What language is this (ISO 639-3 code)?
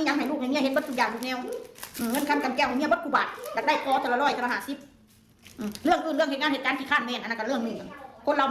tts